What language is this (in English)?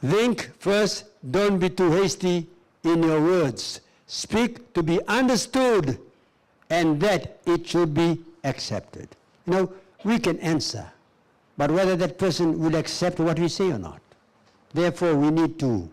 Fijian